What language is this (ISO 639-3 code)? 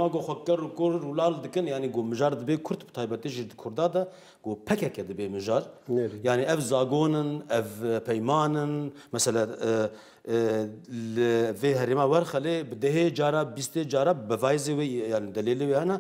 kur